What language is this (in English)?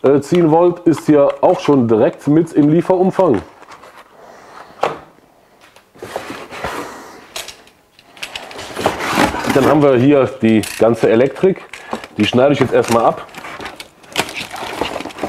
German